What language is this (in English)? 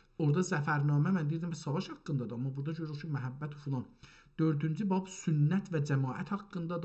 South Azerbaijani